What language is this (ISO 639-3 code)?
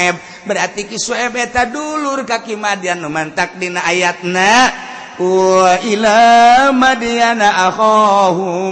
sun